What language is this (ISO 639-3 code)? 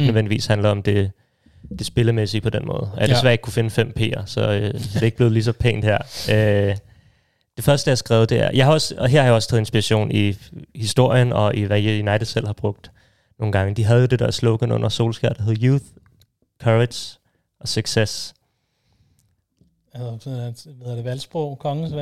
dan